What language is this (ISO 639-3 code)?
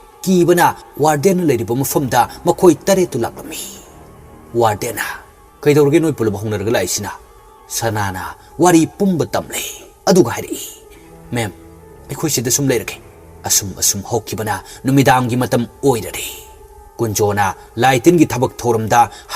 mni